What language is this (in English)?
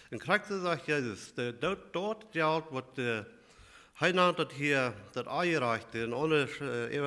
Plautdietsch